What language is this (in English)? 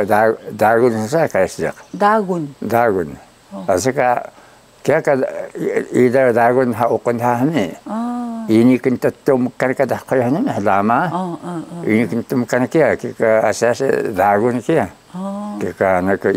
Taroko